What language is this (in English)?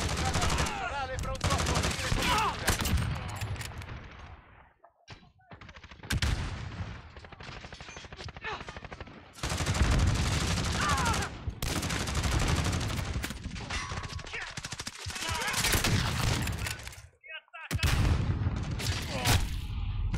Italian